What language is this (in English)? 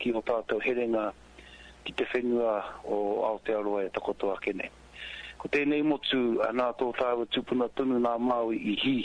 Māori